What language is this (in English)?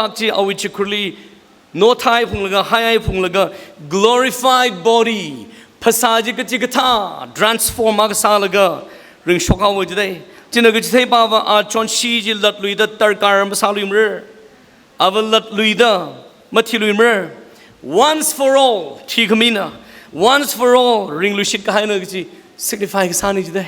Tangkhul Naga (India)